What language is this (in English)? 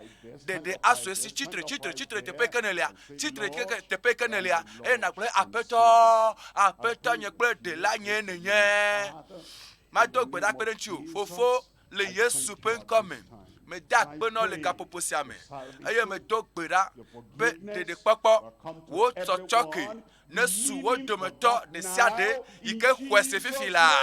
Ewe